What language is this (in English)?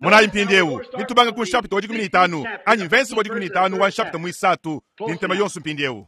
Luba-Lulua